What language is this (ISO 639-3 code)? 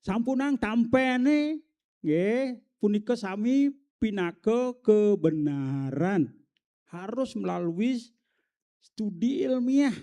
ban